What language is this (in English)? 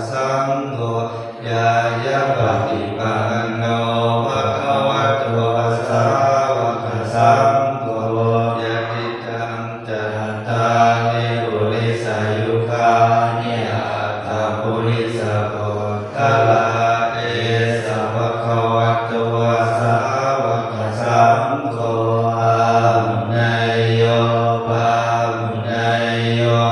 Pali